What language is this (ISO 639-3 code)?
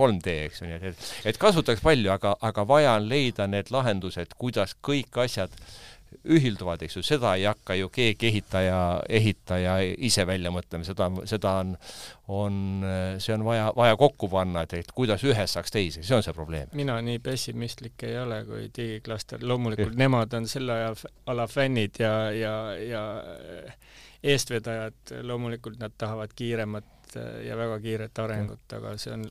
est